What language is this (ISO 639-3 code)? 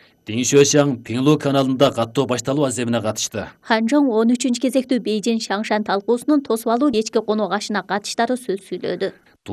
kir